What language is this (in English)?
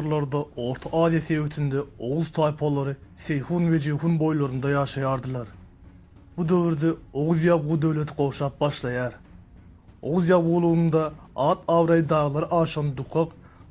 Turkmen